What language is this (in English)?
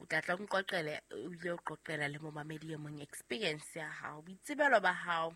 Southern Sotho